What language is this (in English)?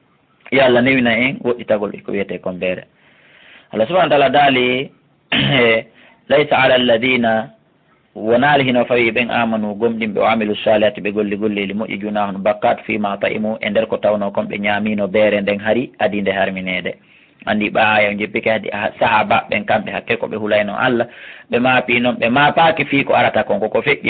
Fula